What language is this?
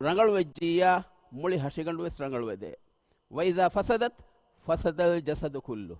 Divehi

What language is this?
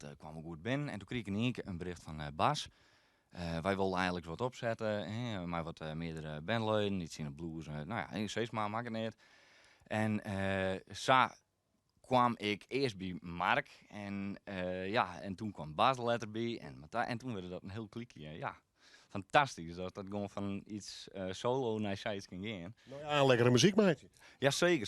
Western Frisian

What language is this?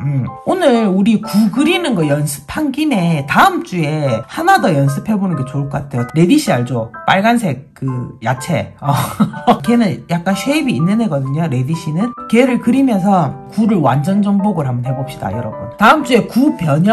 Korean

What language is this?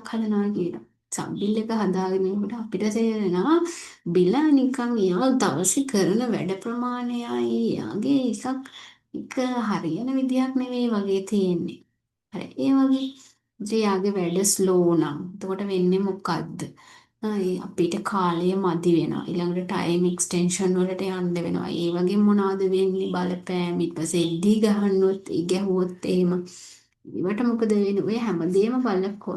Sinhala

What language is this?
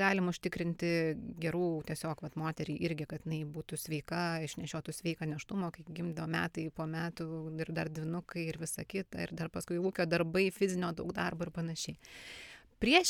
Lithuanian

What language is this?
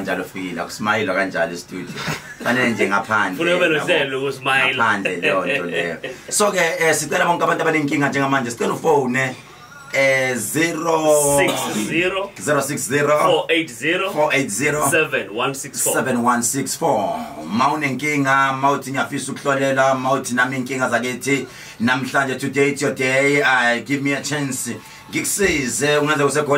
Zulu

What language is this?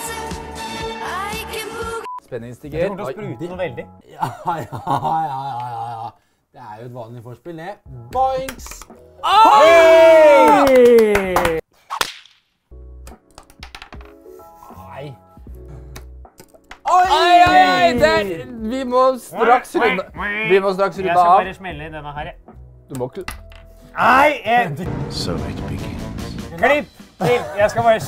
Norwegian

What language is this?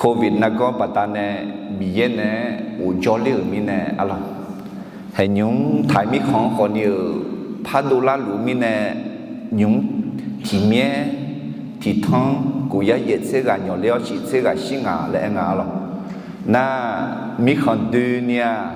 Akha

